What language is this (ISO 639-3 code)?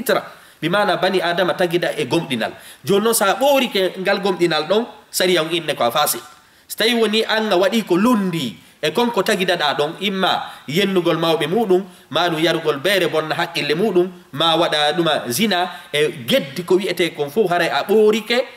ful